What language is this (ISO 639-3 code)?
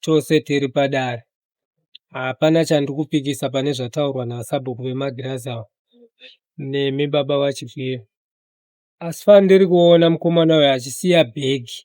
sna